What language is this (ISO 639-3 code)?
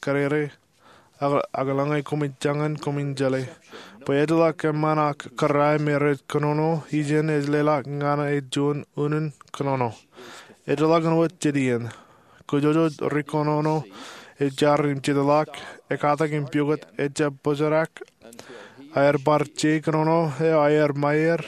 mah